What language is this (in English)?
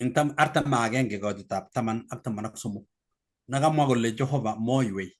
Kalenjin